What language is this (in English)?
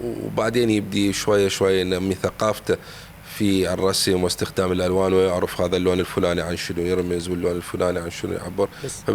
Mesopotamian Arabic